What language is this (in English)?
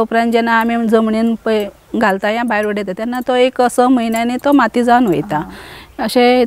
Konkani